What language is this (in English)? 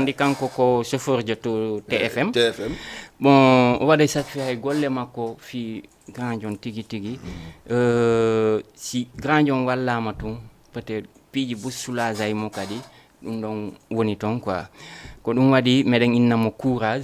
Fula